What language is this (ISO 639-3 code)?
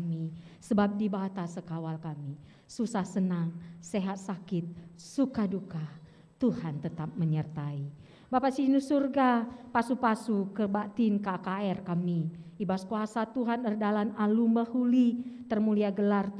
btx